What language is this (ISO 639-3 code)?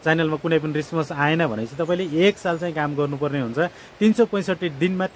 nep